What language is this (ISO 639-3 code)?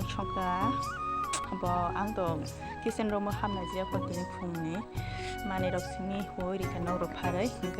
trp